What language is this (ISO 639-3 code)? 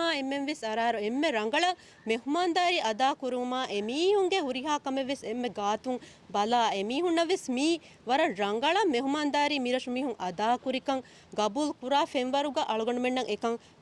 div